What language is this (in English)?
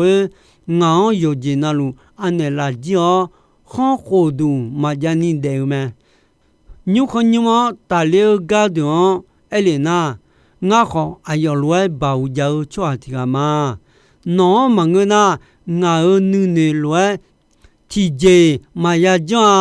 Akha